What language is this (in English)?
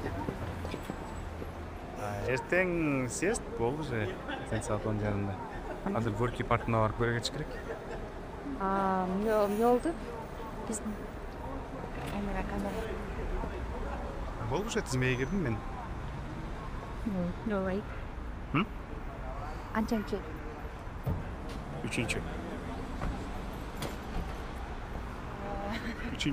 Kyrgyz